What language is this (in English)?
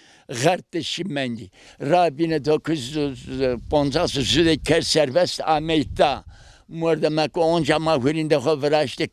Zaza